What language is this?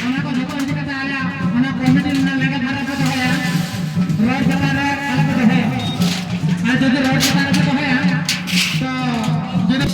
Santali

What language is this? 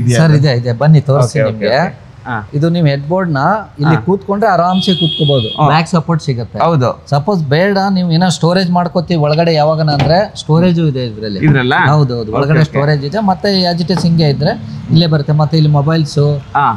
Kannada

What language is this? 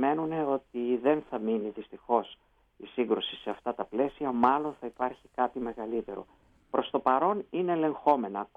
Greek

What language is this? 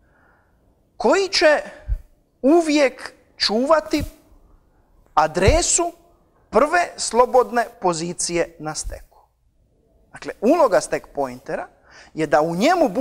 Croatian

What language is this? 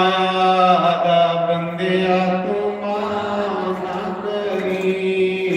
Dogri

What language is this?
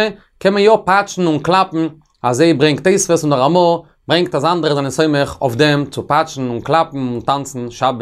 Yiddish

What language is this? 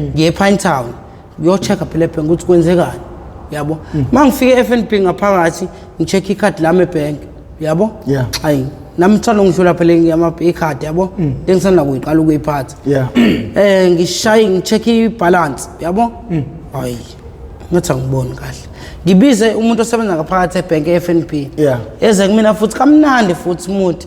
Zulu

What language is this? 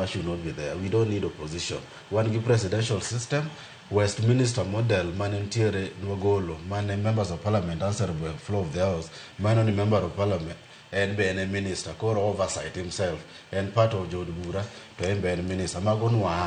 Luo (Kenya and Tanzania)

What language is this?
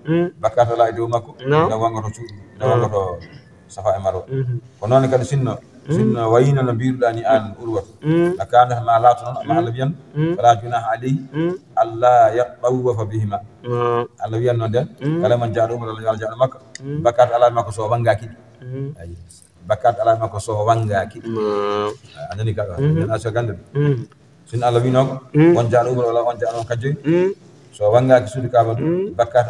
Fula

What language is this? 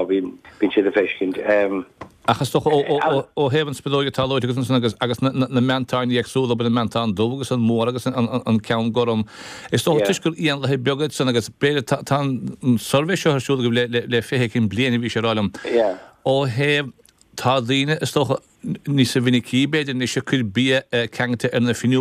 Irish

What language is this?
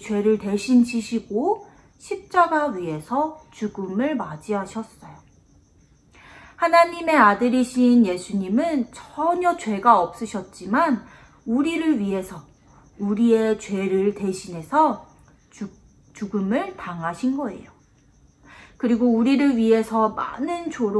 Korean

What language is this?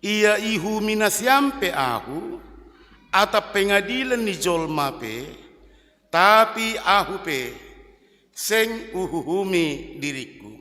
Batak Simalungun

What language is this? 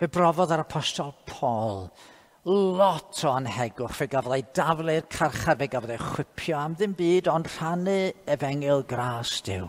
Welsh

